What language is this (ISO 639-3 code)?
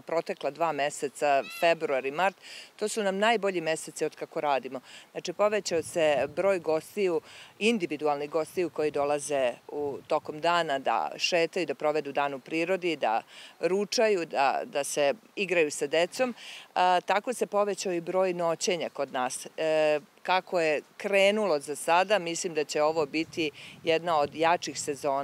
srp